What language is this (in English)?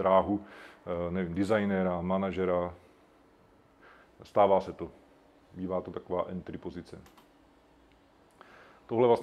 Czech